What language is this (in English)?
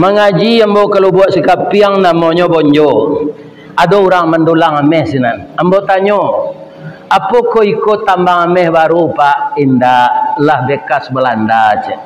Minangkabau